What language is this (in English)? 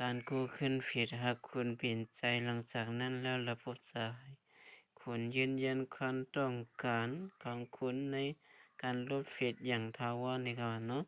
Shan